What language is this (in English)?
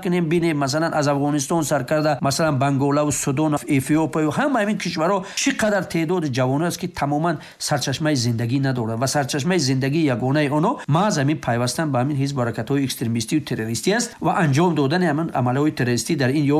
Persian